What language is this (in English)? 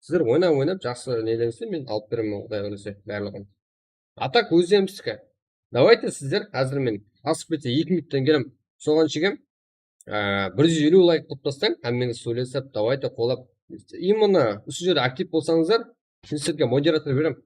Kara-Kalpak